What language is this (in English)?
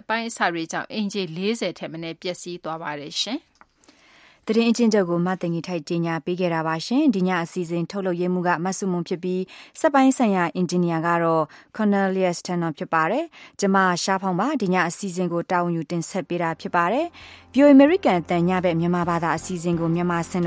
Burmese